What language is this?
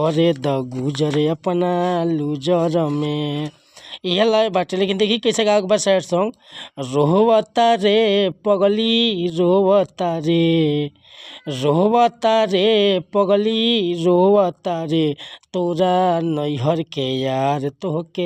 Bhojpuri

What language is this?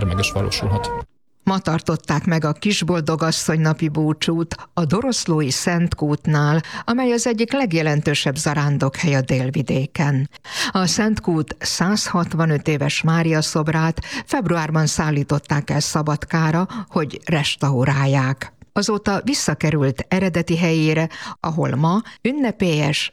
Hungarian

